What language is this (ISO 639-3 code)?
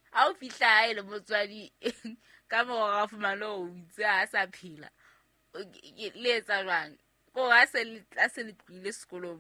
sot